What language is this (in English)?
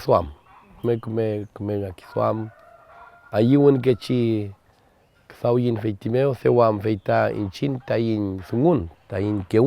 Mapuche